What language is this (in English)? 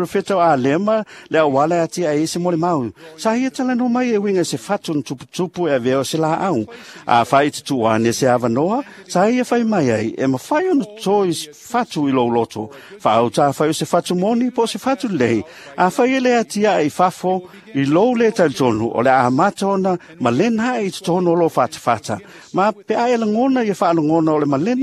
Samoan